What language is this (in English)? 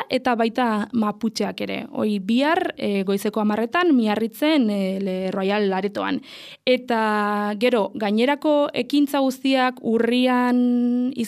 Basque